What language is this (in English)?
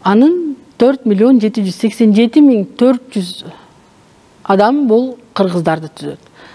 Kyrgyz